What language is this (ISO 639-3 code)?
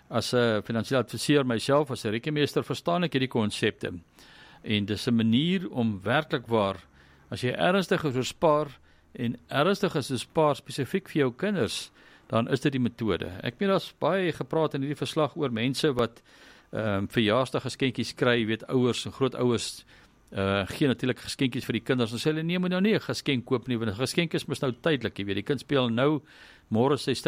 afr